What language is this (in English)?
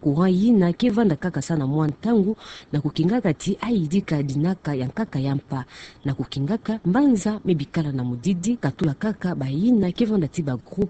Kituba (Democratic Republic of Congo)